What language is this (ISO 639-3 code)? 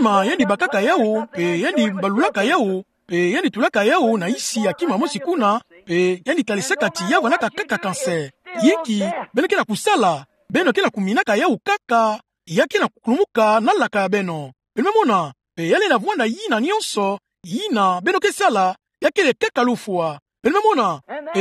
ktu